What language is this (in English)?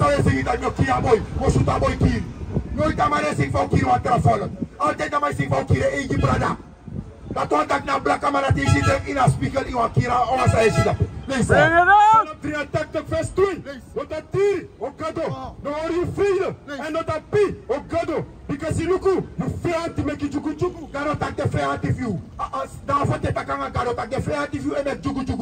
Sranan Tongo